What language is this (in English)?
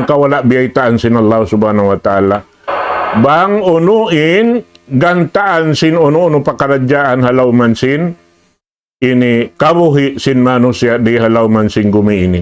Tausug